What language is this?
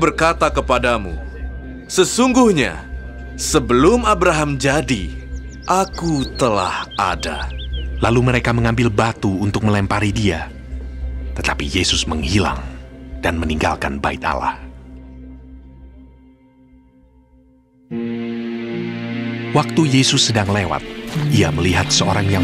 Indonesian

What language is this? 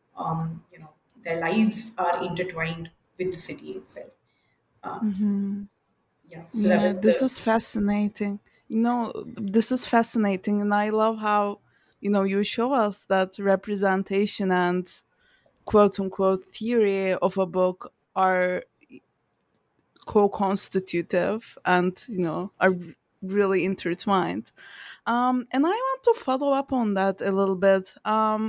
English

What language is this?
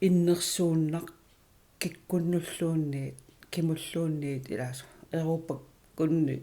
Kalaallisut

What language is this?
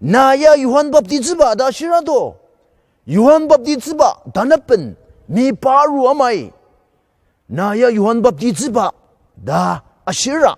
Ao Naga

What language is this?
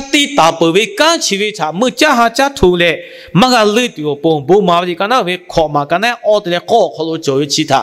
Lahu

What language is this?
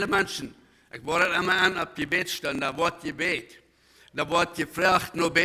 Plautdietsch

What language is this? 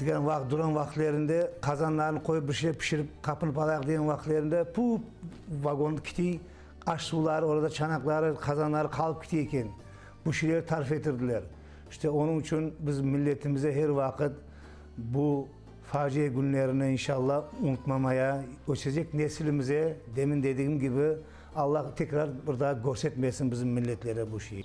Crimean Tatar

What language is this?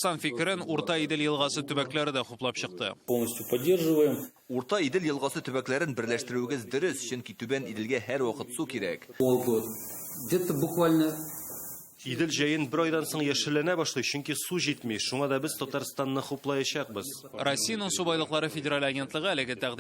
Tatar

